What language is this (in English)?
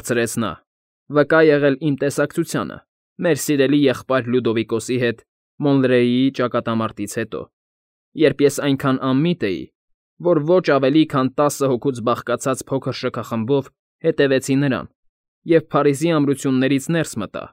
Armenian